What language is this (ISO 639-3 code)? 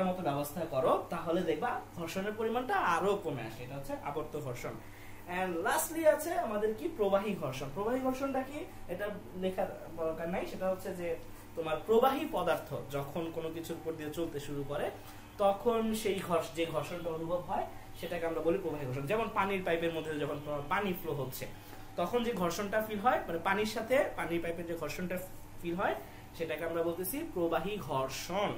ben